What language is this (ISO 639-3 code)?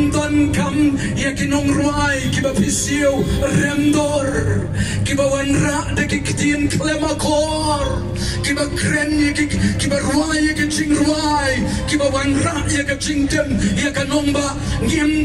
kha